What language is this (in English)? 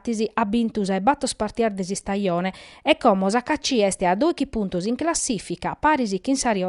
Sardinian